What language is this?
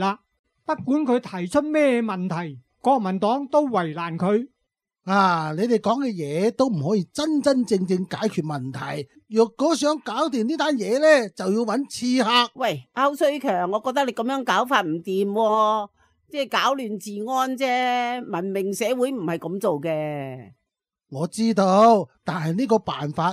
Cantonese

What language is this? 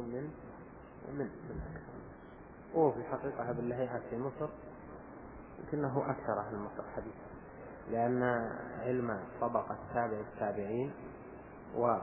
Arabic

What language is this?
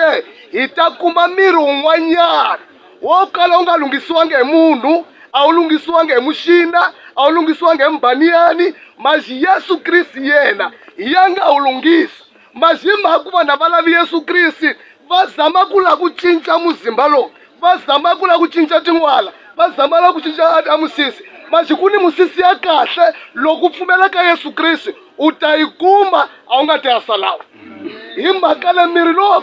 Tsonga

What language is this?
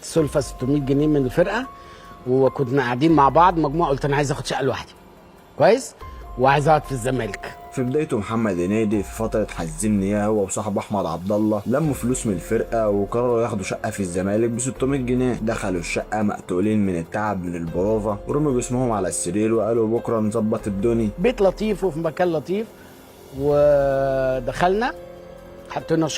Egyptian Arabic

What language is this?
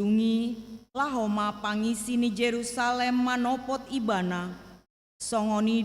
Batak Toba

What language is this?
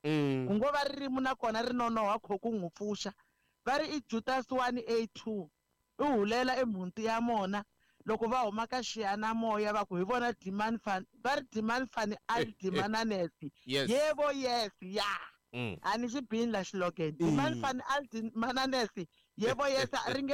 Tsonga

